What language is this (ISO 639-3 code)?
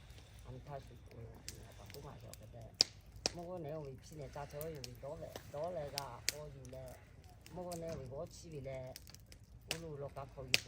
lhu